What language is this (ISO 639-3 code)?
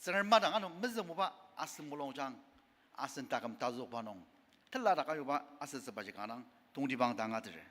njo